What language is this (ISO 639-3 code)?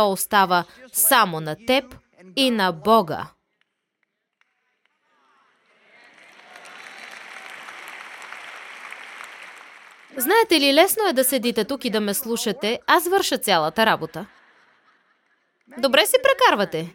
bul